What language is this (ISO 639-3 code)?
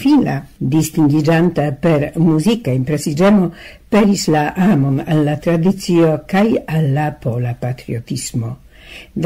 epo